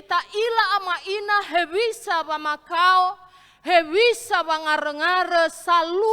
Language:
Nias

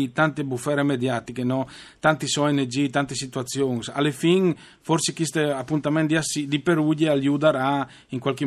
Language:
Friulian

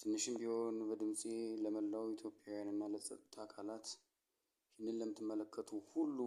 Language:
Amharic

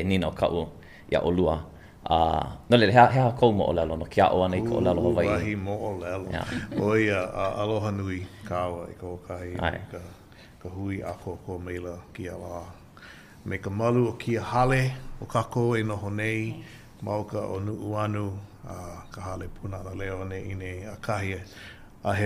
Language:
Hawaiian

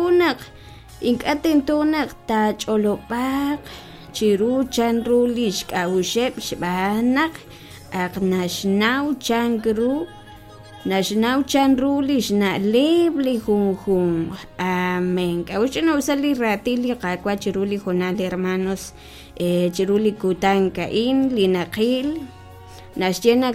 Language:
Kekchí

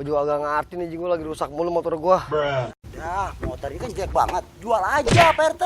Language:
Betawi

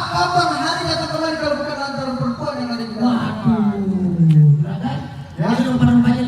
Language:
Betawi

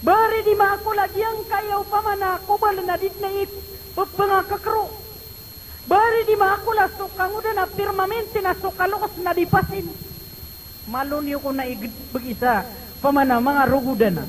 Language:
Maranao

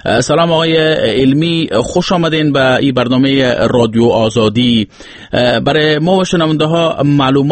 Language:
Persian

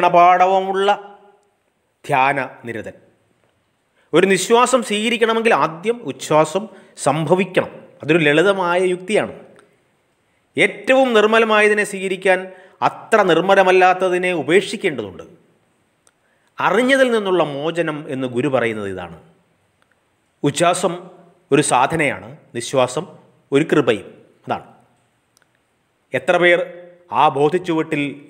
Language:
Malayalam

